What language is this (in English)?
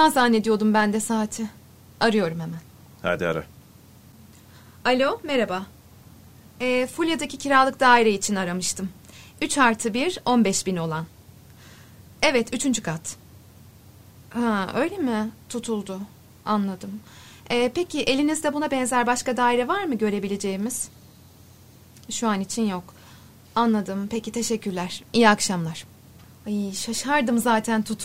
Turkish